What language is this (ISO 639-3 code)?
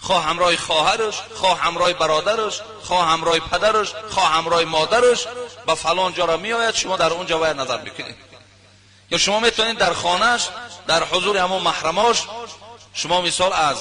tgk